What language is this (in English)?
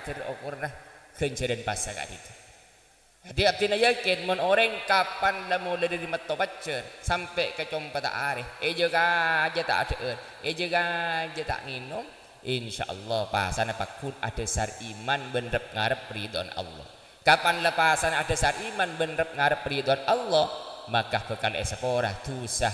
Madurese